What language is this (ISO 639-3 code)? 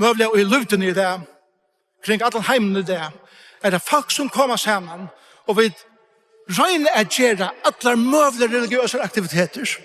fao